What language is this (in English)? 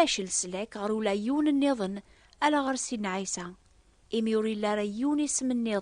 Kabyle